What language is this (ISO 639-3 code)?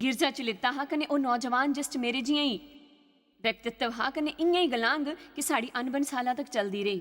doi